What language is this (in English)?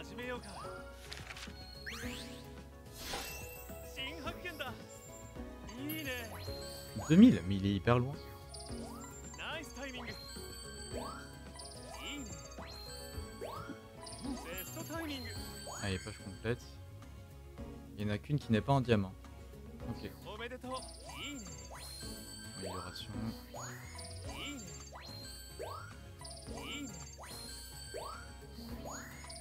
French